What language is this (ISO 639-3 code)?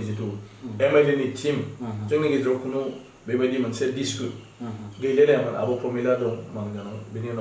brx